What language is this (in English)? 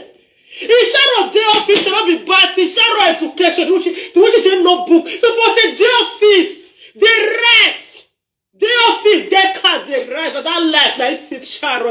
Nigerian Pidgin